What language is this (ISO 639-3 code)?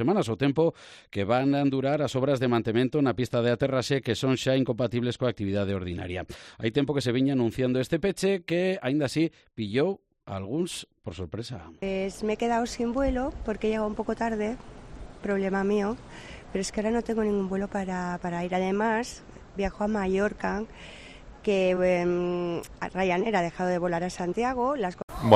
glg